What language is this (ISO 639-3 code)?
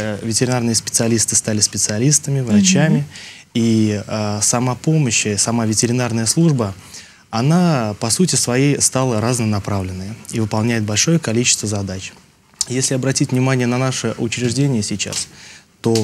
rus